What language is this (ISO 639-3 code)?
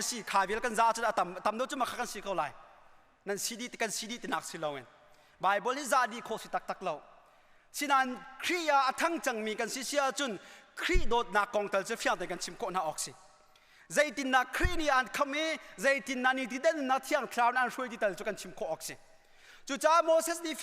cnh